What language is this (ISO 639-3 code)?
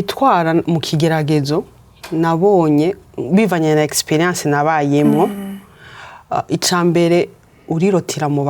run